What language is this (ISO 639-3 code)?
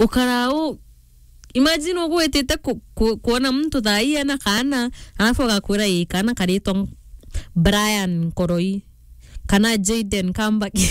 mer